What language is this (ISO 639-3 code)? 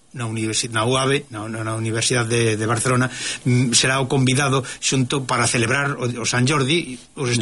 glg